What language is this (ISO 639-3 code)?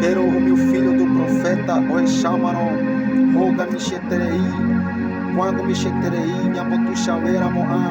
grn